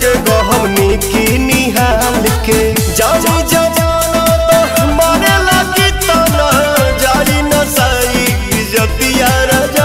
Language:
Bhojpuri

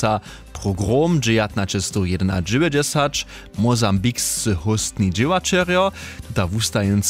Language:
Upper Sorbian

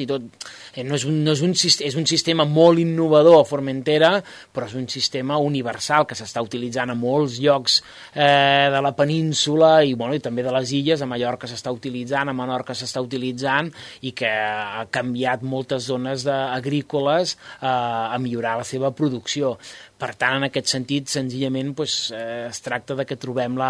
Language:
Catalan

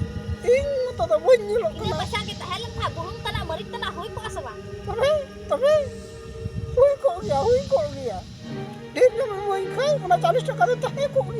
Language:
Santali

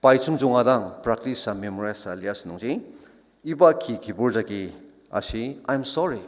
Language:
Ao Naga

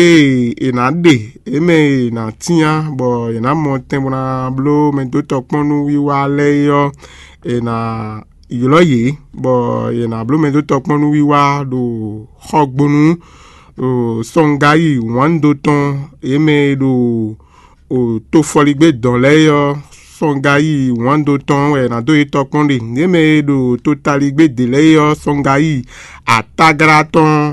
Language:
Fon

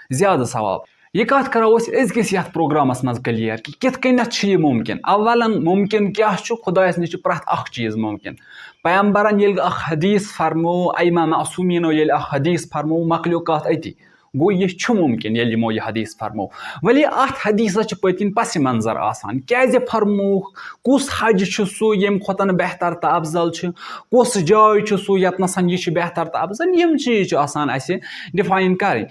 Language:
Kashmiri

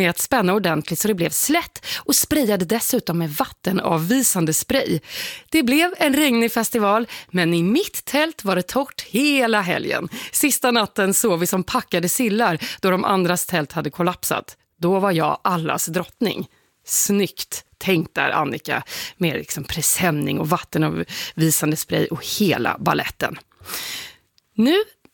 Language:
Swedish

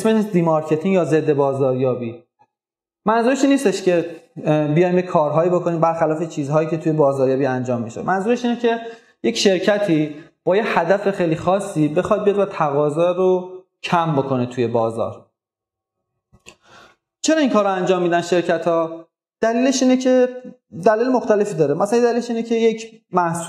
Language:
Persian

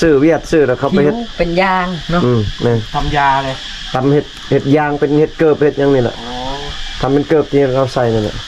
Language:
Lao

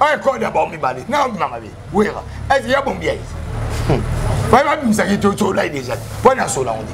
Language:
Lingala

